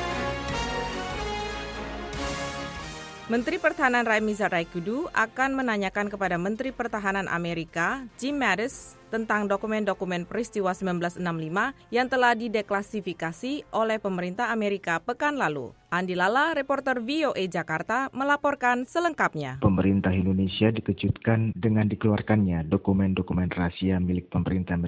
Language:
Indonesian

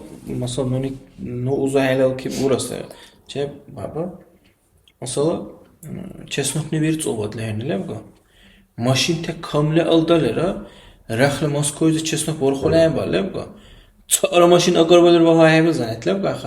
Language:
Dargwa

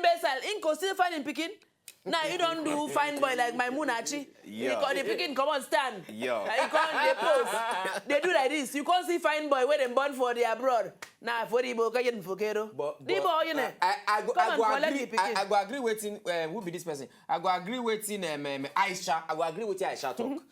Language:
Nigerian Pidgin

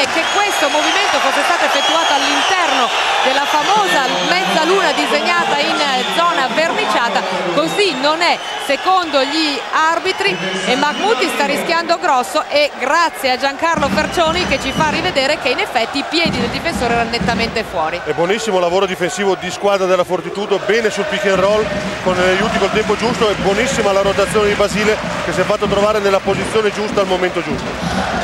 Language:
Italian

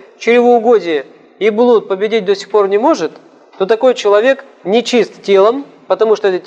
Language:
Russian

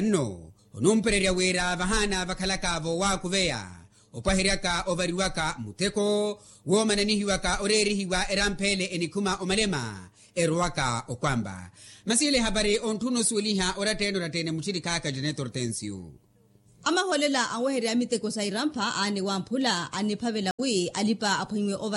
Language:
Makhuwa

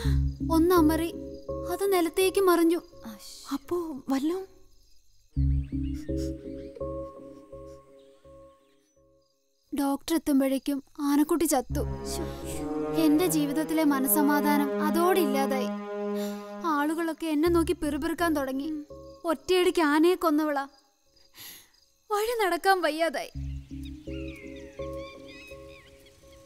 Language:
Malayalam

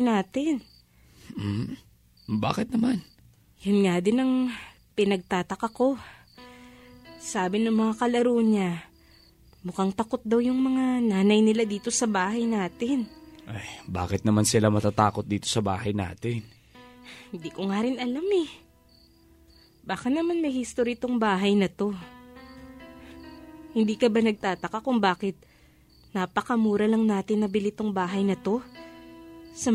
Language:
Filipino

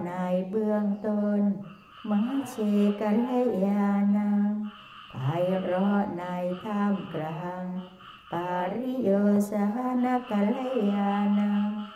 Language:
Thai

